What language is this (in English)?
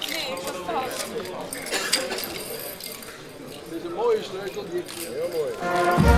Dutch